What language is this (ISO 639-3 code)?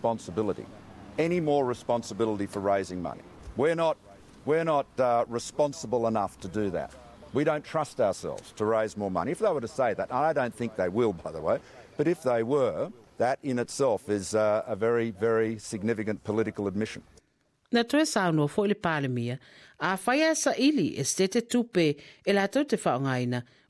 smo